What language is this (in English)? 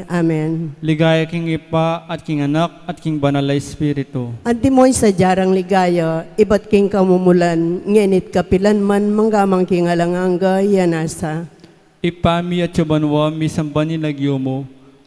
Pampanga